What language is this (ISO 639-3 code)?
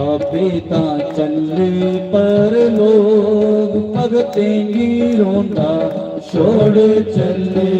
doi